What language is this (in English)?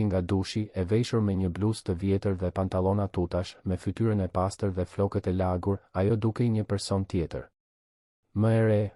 Albanian